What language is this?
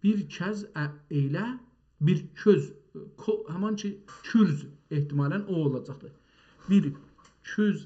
South Azerbaijani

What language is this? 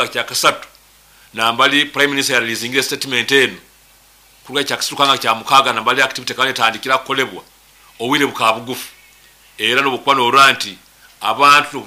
Nyoro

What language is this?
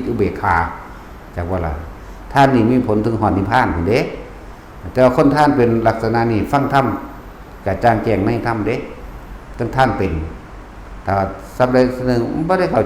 Northeastern Thai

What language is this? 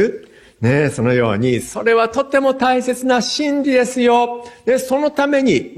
Japanese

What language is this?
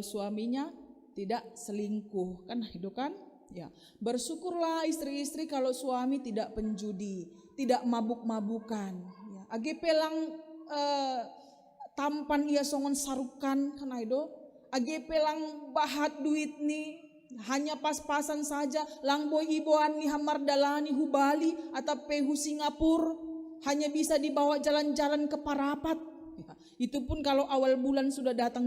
Batak Simalungun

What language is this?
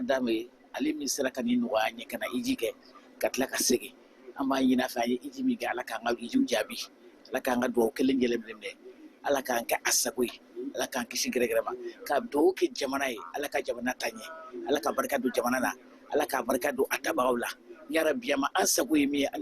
Bambara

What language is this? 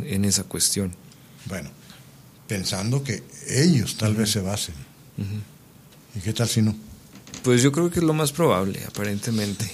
Spanish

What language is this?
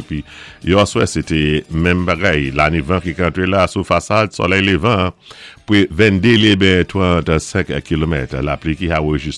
Saint Lucian Creole French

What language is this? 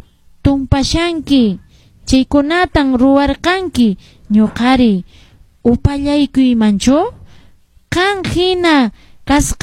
Quechua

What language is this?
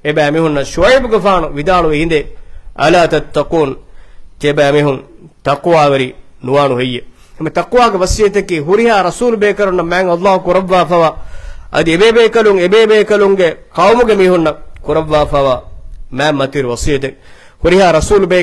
Divehi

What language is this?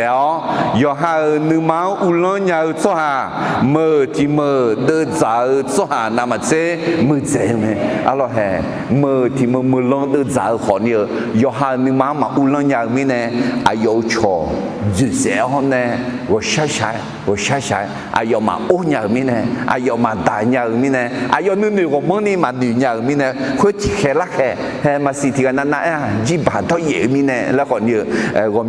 Akha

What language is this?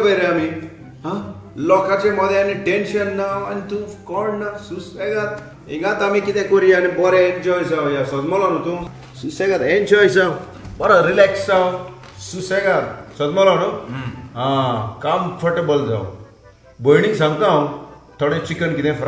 Konkani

